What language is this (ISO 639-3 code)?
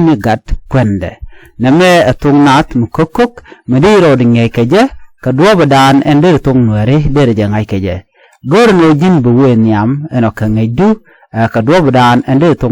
nus